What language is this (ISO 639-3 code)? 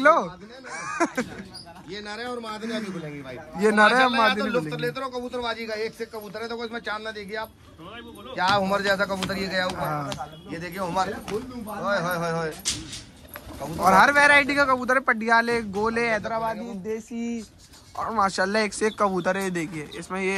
hin